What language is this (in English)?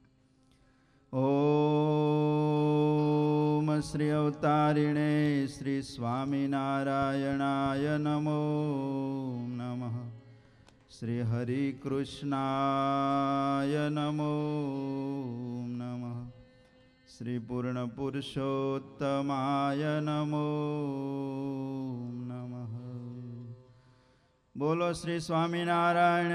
Gujarati